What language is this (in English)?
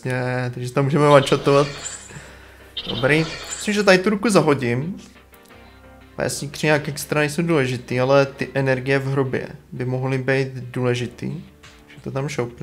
Czech